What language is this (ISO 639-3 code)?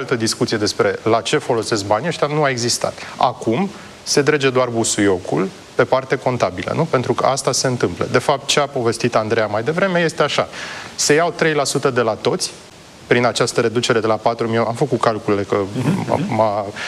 ron